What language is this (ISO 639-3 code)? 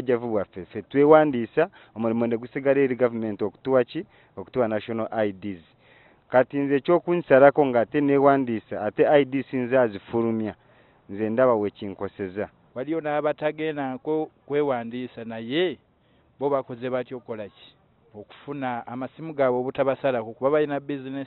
lug